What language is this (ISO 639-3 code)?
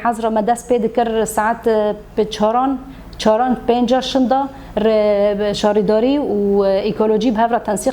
kur